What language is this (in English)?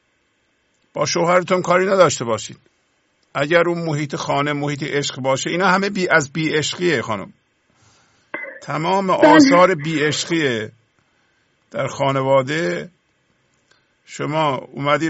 Persian